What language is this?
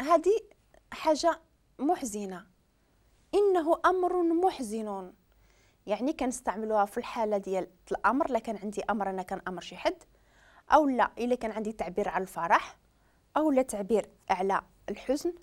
Moroccan Arabic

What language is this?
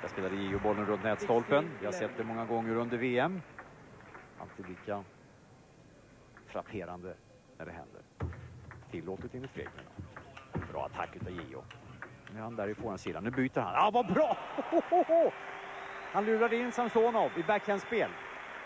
Swedish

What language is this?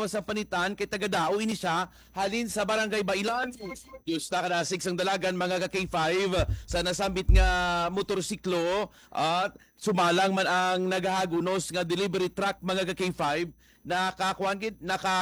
Hiligaynon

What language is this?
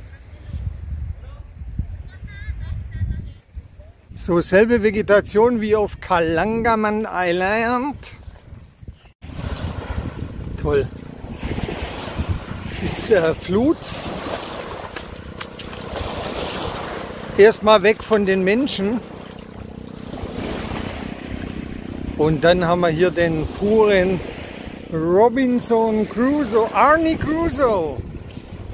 German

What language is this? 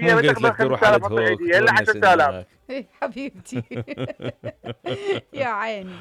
Mesopotamian Arabic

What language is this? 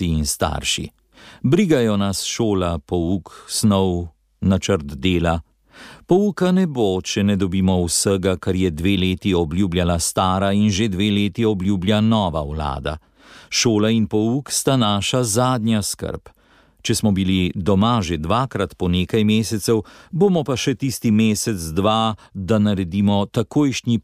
Slovenian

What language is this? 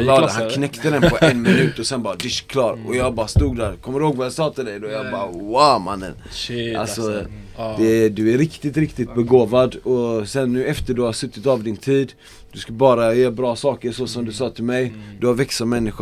Swedish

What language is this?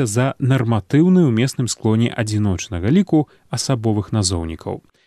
Belarusian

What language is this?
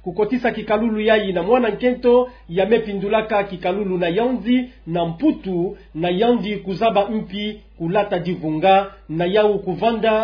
Kituba (Democratic Republic of Congo)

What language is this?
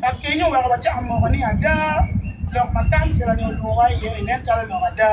Acoli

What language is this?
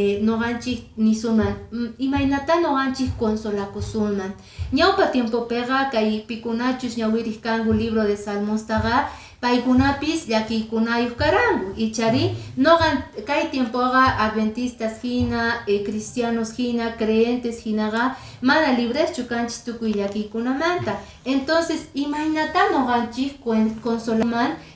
Quechua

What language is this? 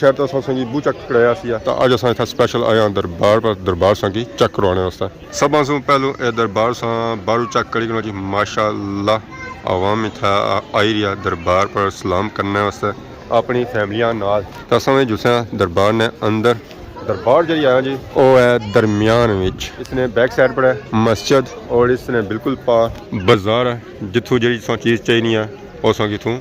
Pahari-Potwari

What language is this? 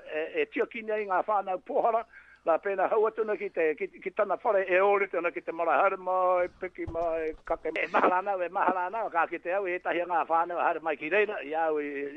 Māori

